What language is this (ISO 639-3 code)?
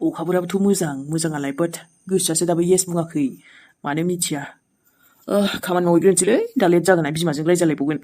brx